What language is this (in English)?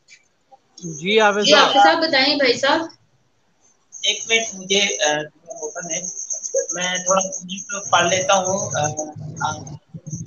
Urdu